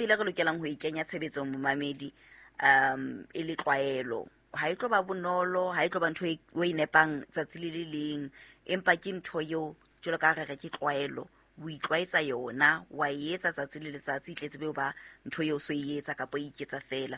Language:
Southern Sotho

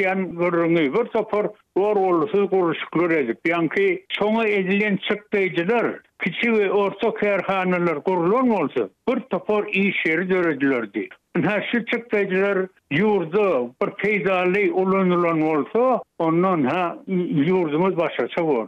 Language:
Turkmen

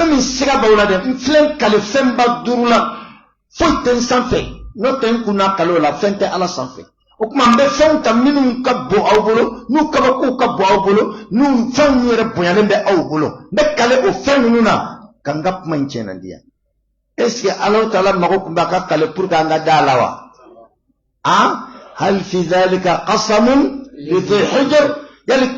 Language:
Bambara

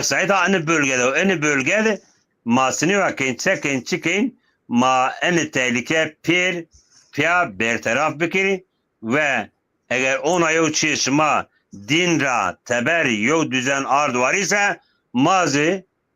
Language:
Zaza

